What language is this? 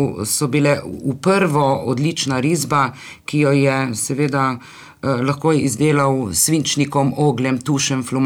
Slovenian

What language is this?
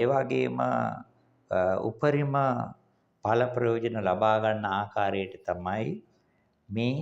Sinhala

